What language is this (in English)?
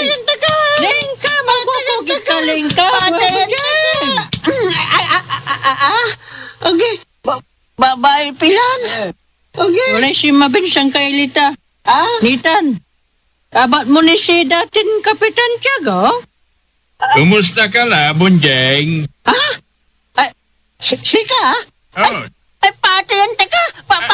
Pangasinan